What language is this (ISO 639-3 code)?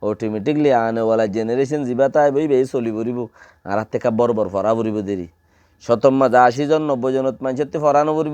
rhg